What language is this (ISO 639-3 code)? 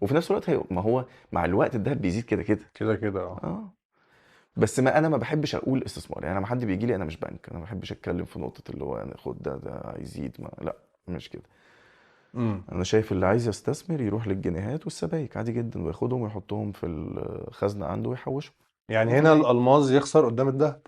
arz